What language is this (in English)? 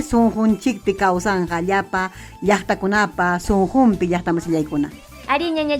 Ayacucho Quechua